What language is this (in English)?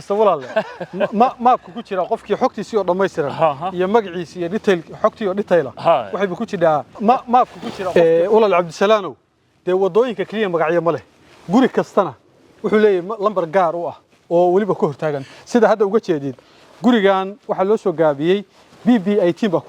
Somali